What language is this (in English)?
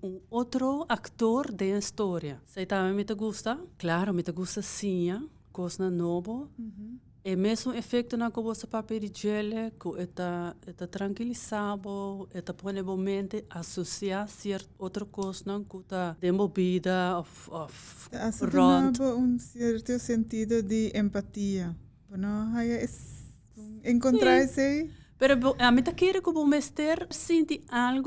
Papiamento